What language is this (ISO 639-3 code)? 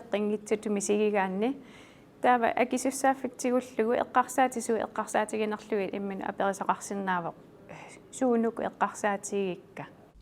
kal